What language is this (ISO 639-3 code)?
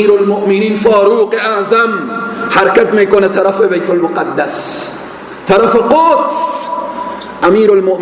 fas